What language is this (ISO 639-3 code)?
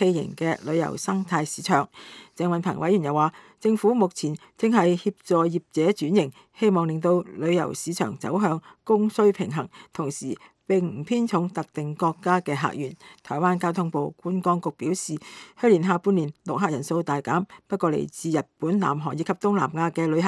yue